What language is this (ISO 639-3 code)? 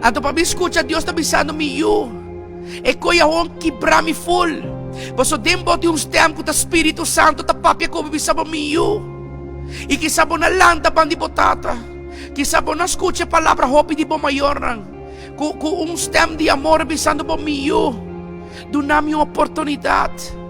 pap